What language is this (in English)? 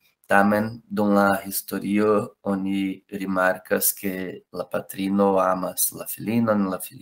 Esperanto